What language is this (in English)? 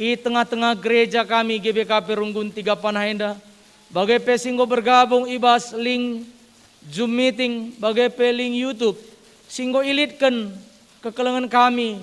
Batak Karo